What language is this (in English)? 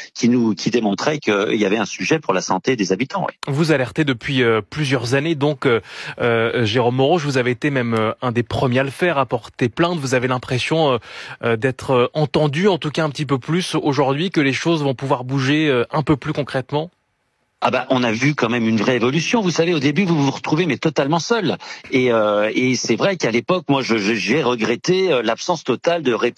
French